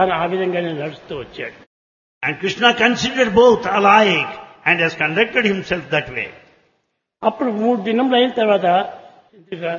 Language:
Telugu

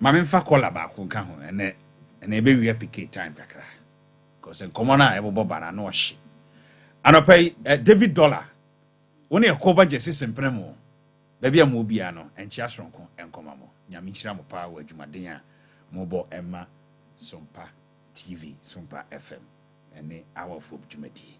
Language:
Akan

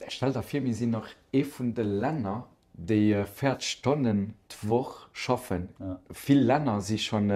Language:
Luxembourgish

